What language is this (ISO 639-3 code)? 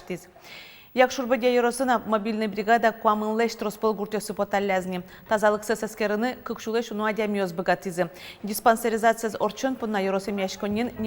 udm